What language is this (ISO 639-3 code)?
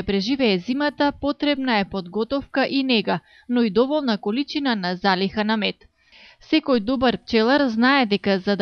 mkd